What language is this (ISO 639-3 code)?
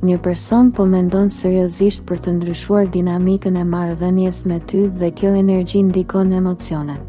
sqi